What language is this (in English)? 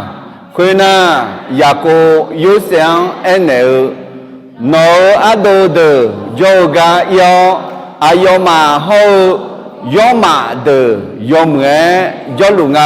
Akha